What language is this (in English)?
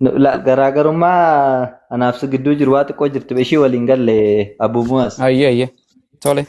Oromo